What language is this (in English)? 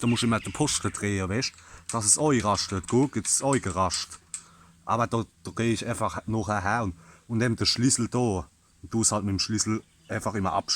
Palatine German